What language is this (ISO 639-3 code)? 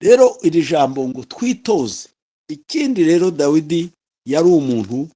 kin